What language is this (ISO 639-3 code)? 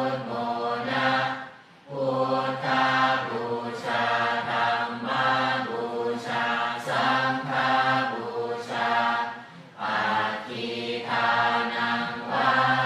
pli